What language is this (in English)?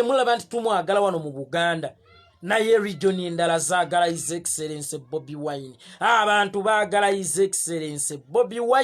Ganda